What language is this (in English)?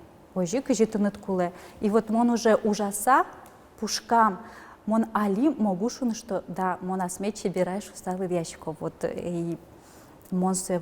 Udmurt